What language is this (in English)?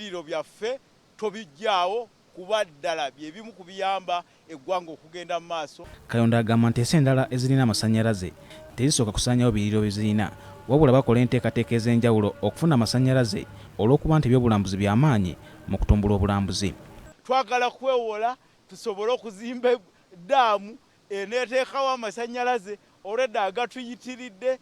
Ganda